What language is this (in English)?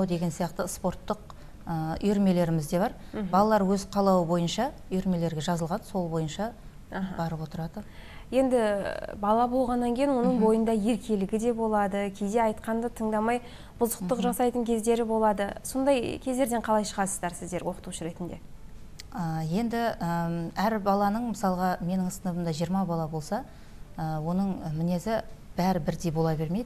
Kazakh